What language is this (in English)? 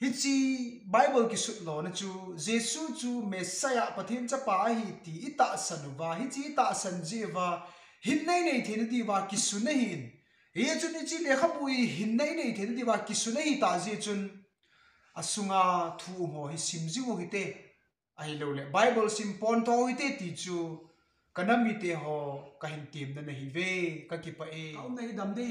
Thado Chin